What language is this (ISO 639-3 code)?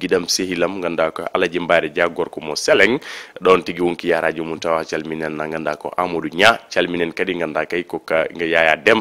ful